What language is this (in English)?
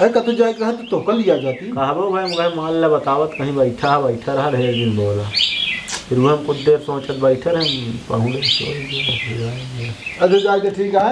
Awadhi